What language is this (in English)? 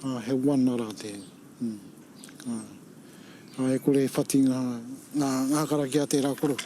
Māori